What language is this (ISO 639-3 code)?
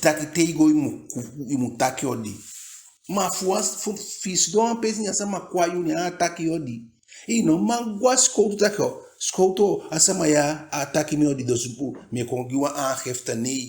djk